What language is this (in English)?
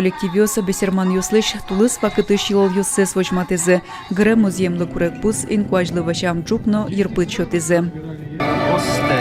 Udmurt